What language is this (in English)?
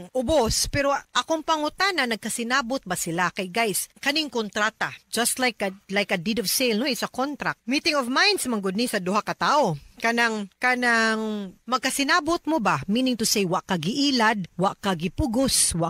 Cebuano